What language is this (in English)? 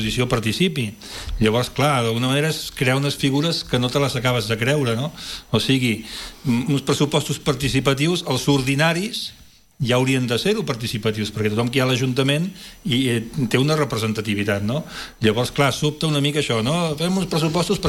Catalan